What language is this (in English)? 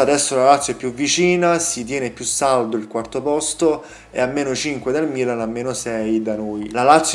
Italian